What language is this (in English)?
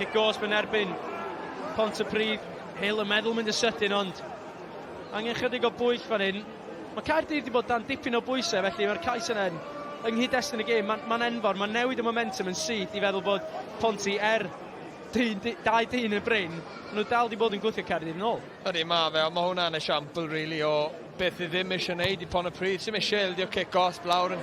Welsh